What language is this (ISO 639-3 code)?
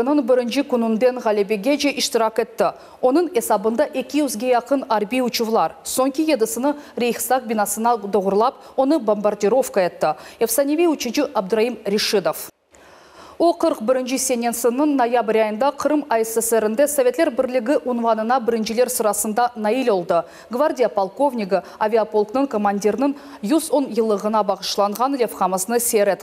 crh